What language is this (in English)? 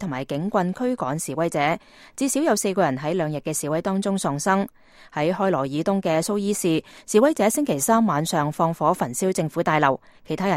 Cantonese